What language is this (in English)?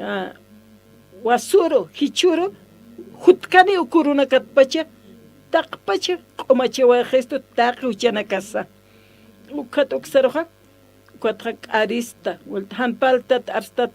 Aymara